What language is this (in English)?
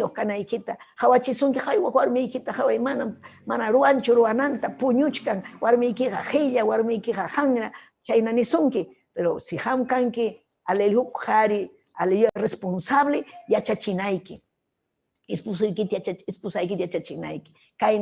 Ayacucho Quechua